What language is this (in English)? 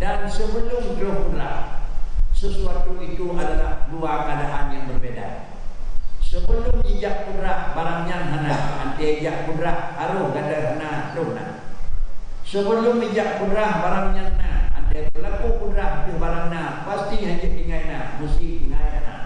Achinese